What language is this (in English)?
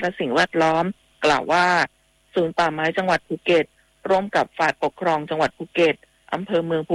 Thai